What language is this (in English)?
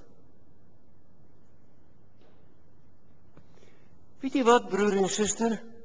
Afrikaans